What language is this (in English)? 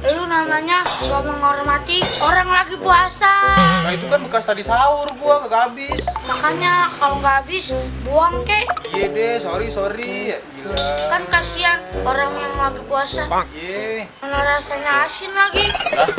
Betawi